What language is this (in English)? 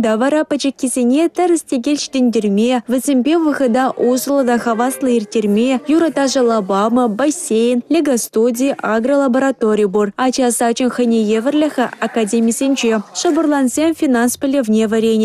Chuvash